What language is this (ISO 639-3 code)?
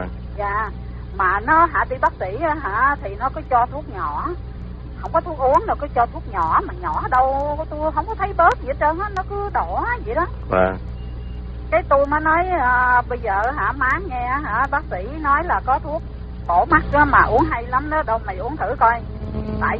vie